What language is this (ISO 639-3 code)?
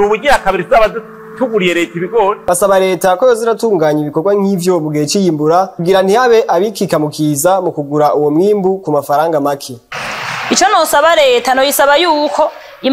run